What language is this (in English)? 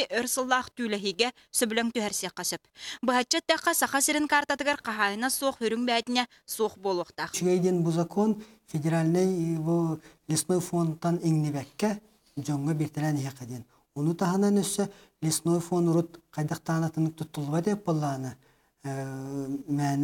Yakut